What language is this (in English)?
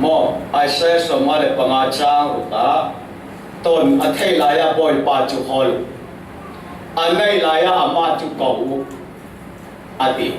Falam Chin